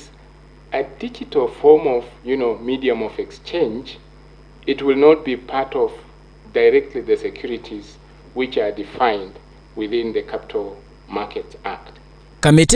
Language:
Kikuyu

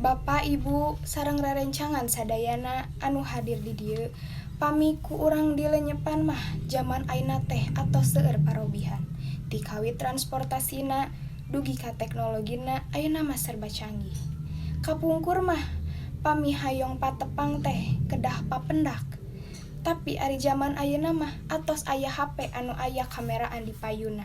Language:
Sundanese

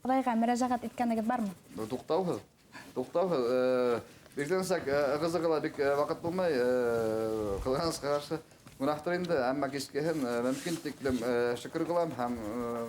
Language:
Bashkir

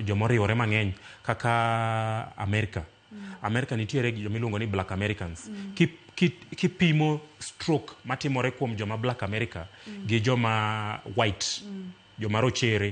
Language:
Luo (Kenya and Tanzania)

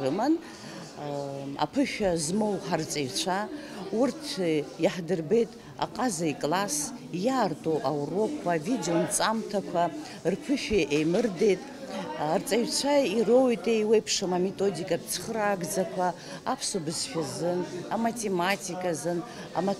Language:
Abkhazian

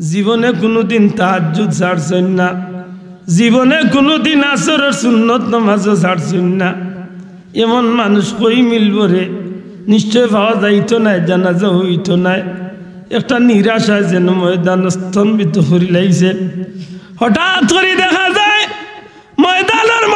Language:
Sylheti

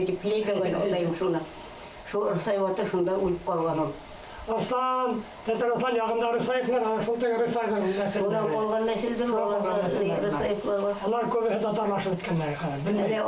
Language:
Bashkir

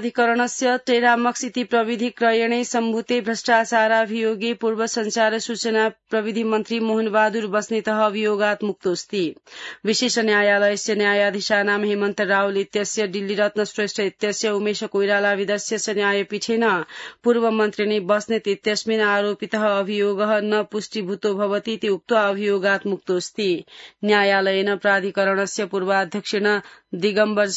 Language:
Sanskrit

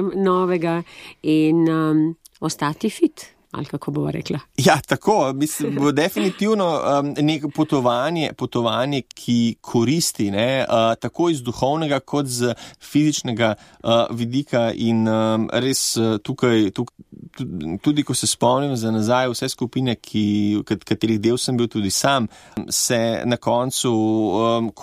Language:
Slovenian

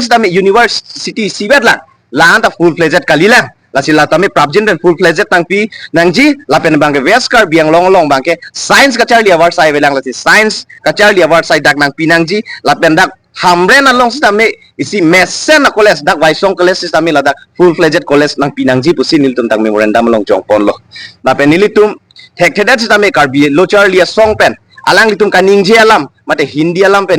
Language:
Karbi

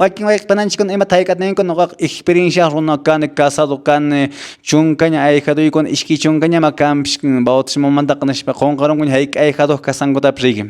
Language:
Quechua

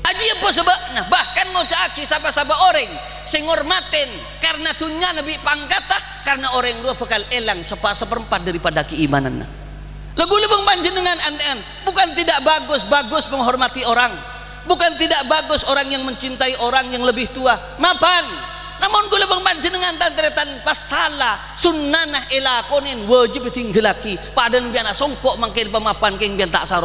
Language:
Madurese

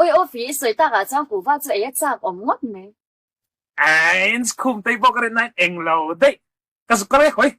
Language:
Mizo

